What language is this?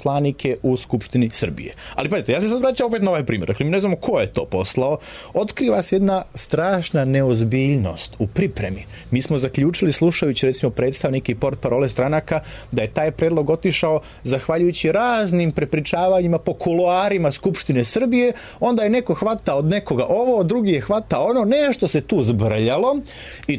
Serbian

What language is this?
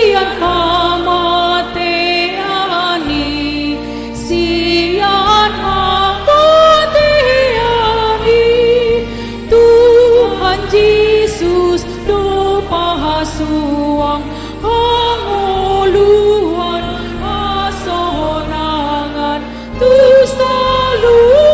Batak Toba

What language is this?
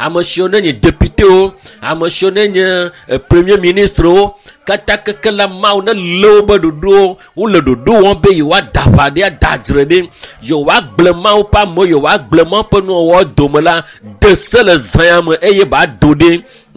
Ewe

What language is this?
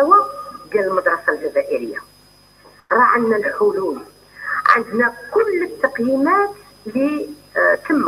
Algerian Arabic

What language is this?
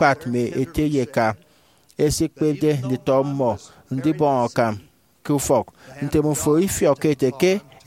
Efik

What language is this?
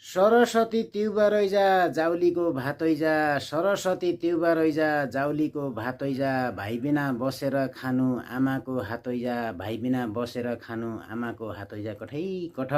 Nepali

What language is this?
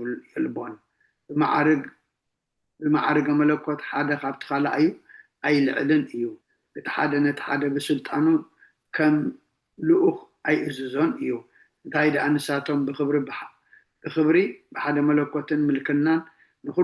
Tigrinya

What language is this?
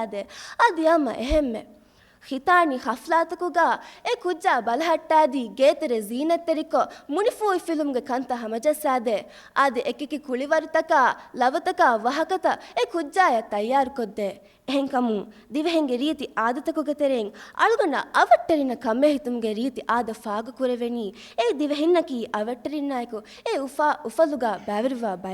Divehi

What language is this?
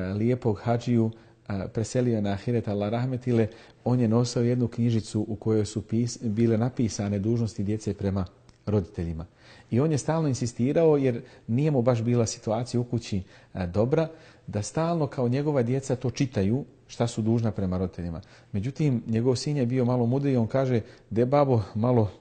Bosnian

